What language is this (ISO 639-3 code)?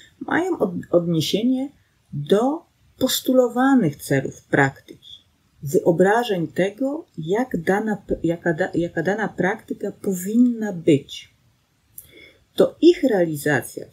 pol